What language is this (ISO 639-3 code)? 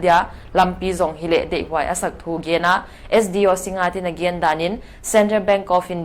pck